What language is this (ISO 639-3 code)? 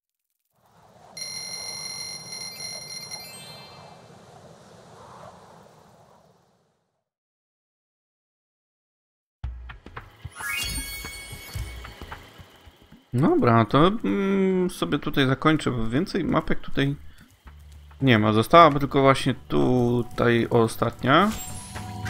pol